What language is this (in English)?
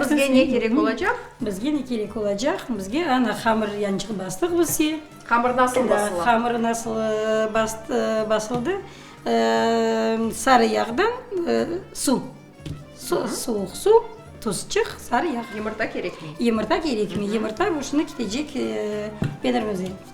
Crimean Tatar